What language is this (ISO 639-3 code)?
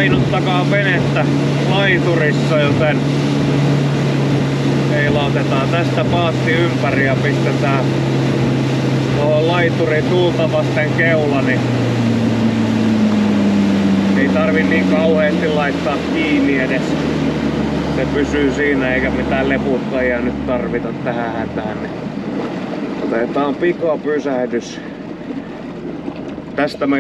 fin